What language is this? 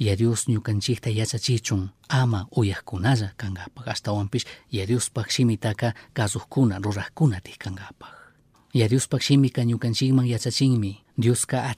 Chimborazo Highland Quichua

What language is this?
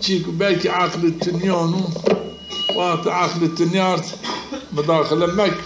Zaza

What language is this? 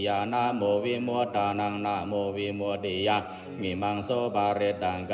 Pali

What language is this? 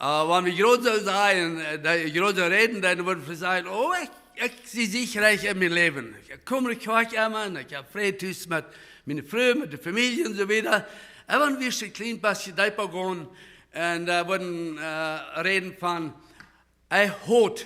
Plautdietsch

